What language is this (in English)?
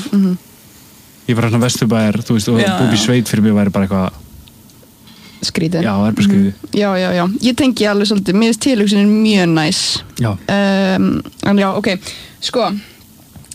Icelandic